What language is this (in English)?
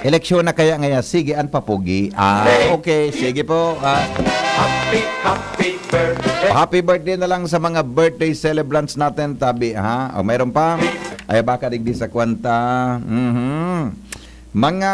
Bikol